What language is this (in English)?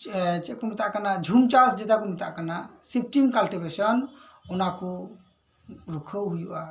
Santali